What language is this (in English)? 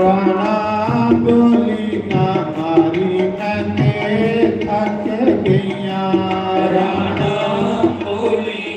Dogri